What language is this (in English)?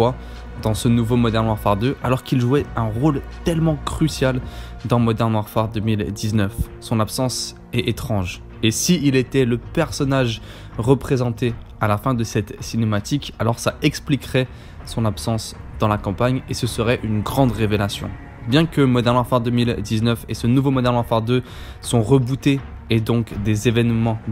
French